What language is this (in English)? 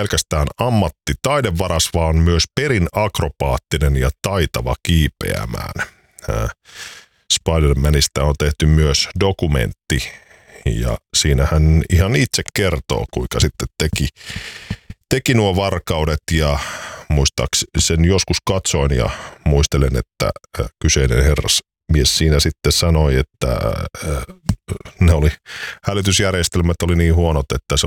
Finnish